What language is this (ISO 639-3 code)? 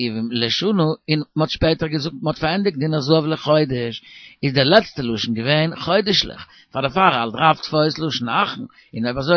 yid